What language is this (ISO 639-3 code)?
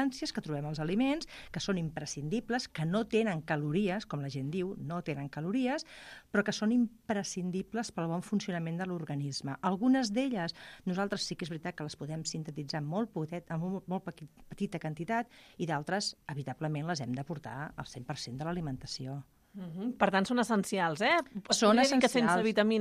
cat